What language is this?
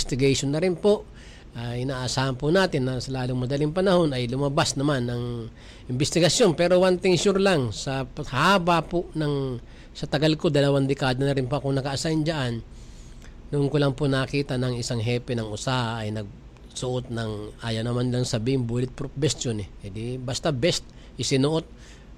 Filipino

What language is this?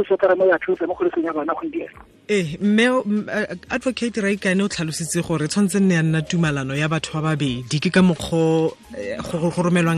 Tswana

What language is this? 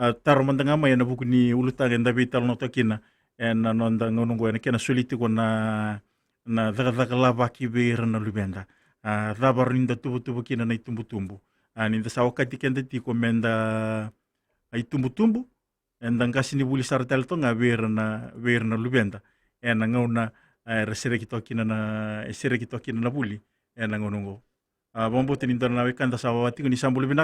Fijian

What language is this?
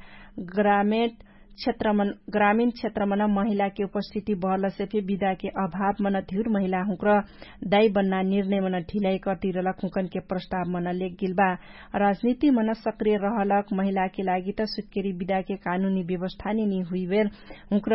Dangaura Tharu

